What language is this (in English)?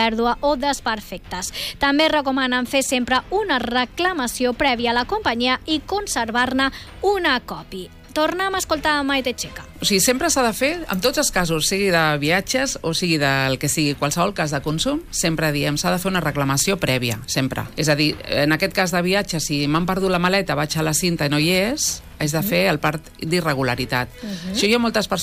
Catalan